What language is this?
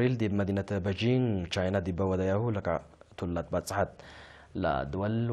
Tigre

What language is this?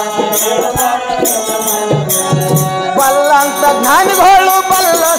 Kannada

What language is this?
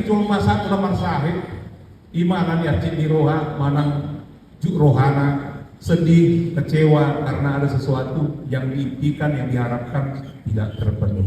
Batak Toba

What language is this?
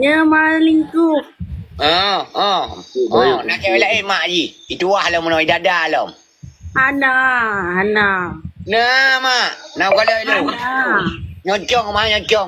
Achinese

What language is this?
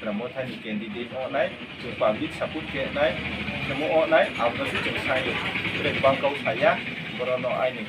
Riang (India)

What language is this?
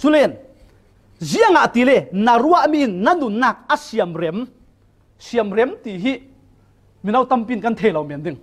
Falam Chin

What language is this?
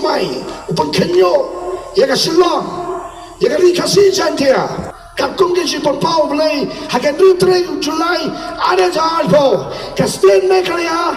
Khasi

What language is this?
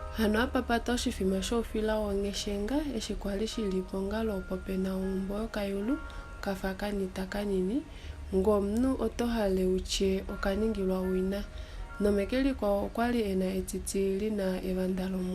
Kuanyama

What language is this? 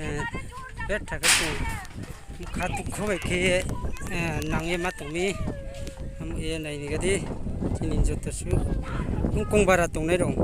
Kok Borok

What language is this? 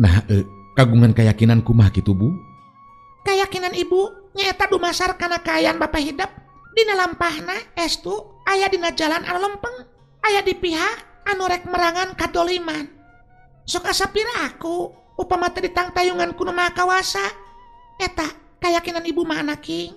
Sundanese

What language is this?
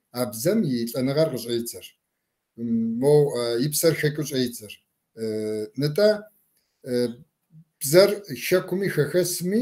Kabardian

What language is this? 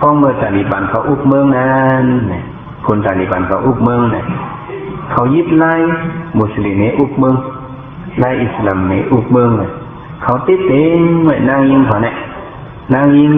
Shan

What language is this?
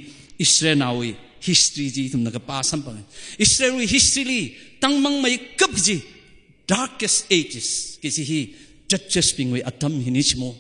Tangkhul Naga (India)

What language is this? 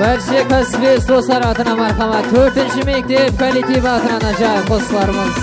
Kara-Kalpak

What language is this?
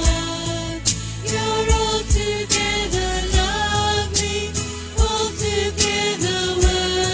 Afrikaans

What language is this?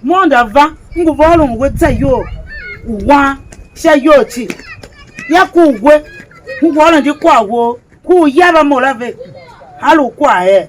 Tiv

